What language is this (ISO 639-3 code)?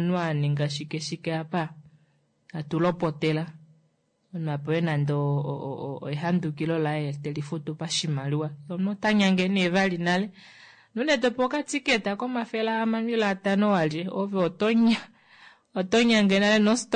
kua